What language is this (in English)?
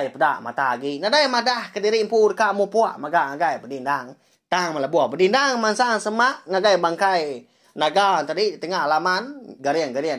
Iban